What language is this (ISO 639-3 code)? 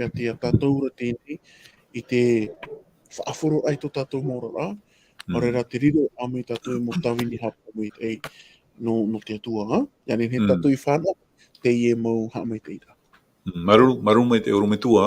tah